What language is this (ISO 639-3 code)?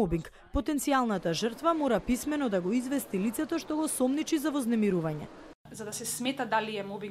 mkd